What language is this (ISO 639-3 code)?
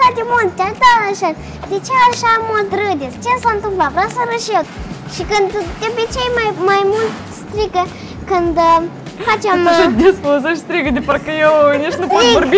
ron